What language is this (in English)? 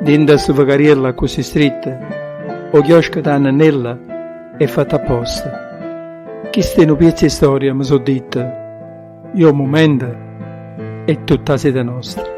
Neapolitan